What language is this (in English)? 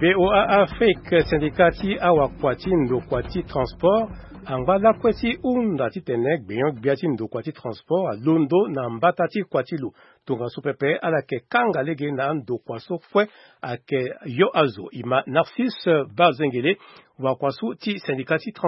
Sango